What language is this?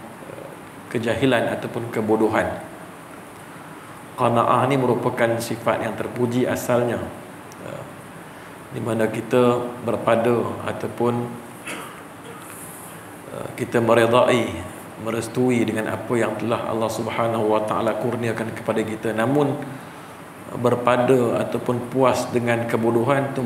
Malay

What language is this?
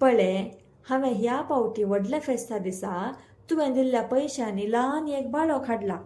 Konkani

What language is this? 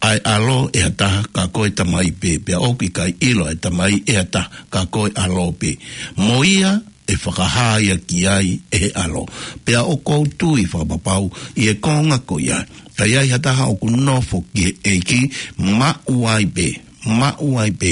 Tongan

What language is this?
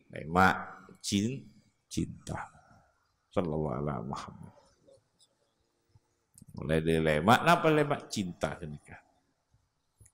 Malay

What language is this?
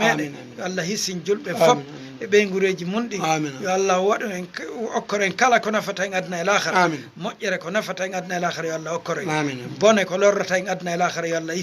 Fula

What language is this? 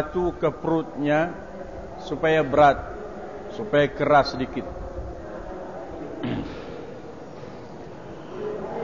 Malay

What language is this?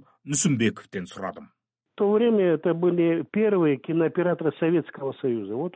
Kazakh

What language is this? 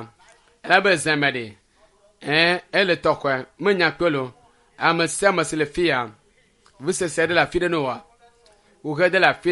Ewe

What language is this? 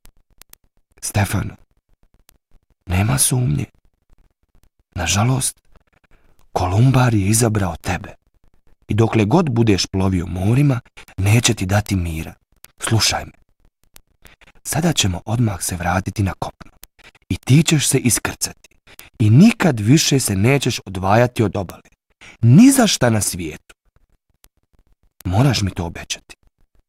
Bosnian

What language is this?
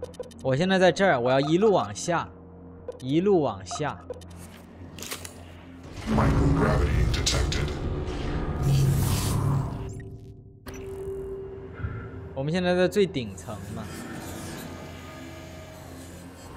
Chinese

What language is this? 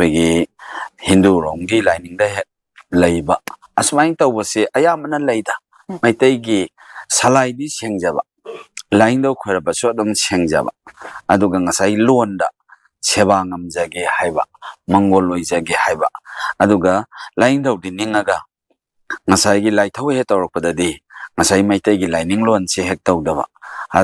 Manipuri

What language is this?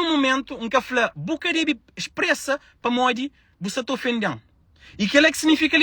Kabuverdianu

